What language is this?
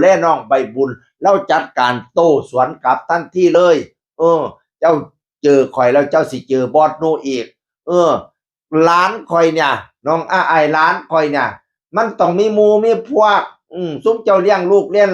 Northeastern Thai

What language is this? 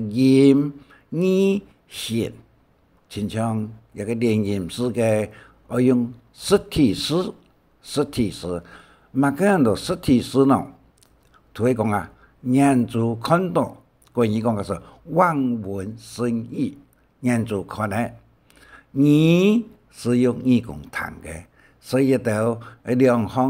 Hakka Chinese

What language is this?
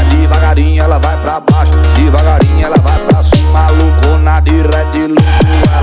Portuguese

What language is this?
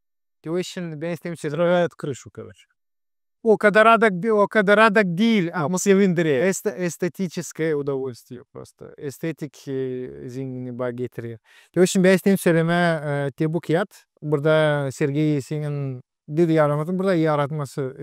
Gagauz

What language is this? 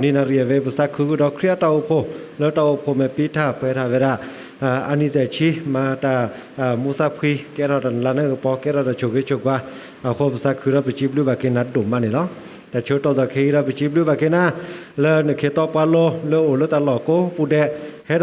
S'gaw Karen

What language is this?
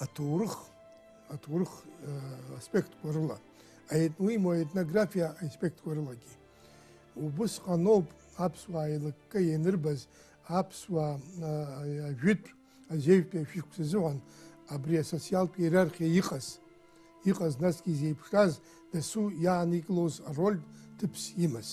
Abkhazian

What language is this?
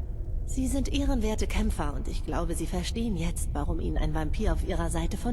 Bavarian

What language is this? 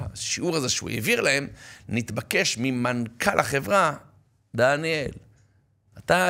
Hebrew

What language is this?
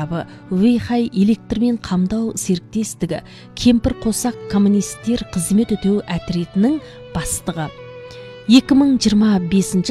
Kazakh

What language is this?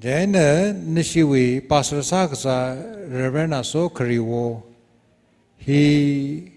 Tangkhul Naga (India)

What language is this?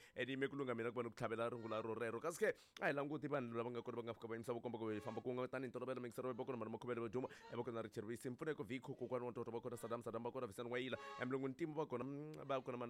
Tsonga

